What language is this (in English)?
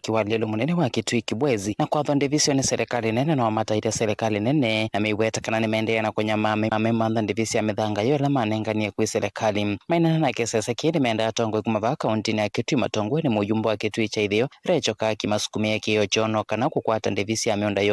Kamba